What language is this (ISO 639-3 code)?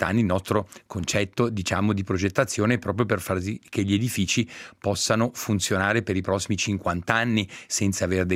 ita